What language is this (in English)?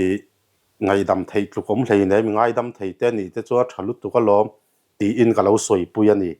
Mizo